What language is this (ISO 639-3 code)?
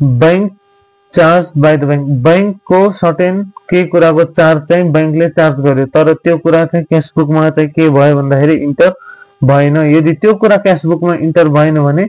nep